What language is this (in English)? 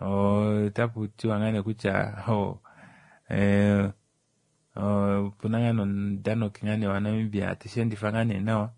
Kuanyama